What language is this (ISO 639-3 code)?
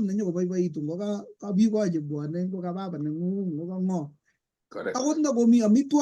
kln